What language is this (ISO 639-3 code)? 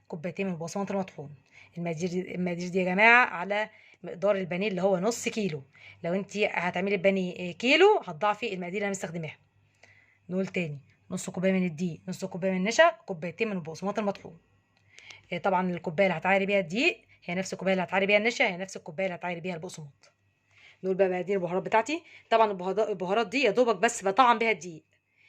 arz